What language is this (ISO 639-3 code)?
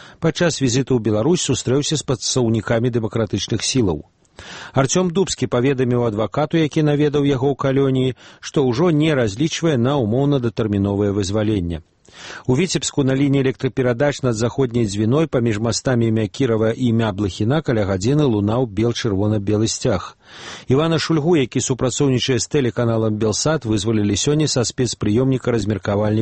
bel